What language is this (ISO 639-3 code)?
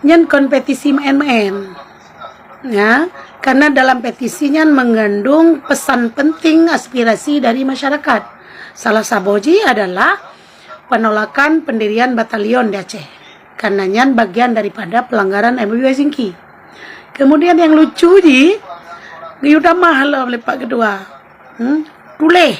ace